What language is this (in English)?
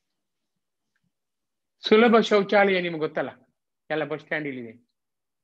Kannada